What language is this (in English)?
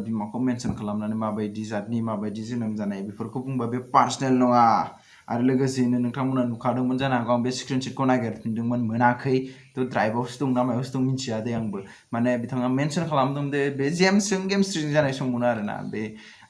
Bodo